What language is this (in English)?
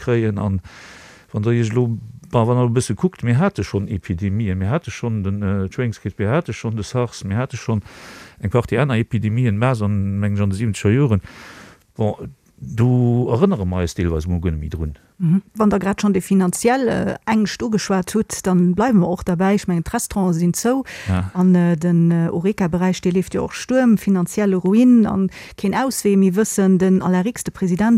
Luxembourgish